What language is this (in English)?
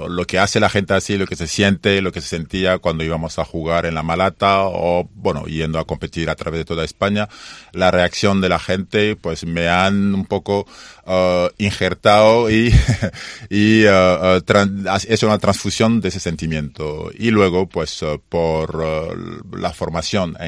Spanish